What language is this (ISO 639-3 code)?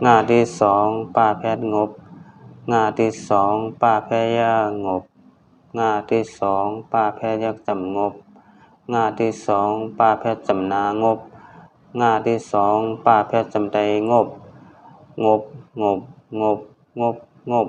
shn